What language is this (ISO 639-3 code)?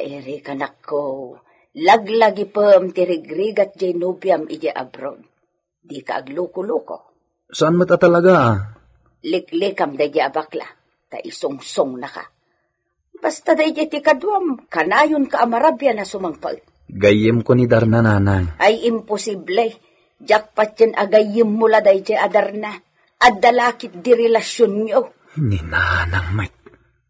ilo